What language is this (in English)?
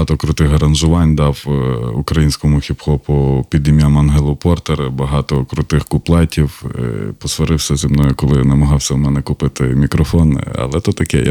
Ukrainian